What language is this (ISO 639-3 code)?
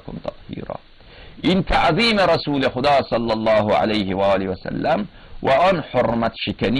fas